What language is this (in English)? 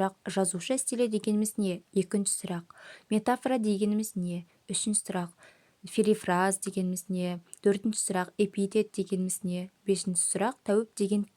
Kazakh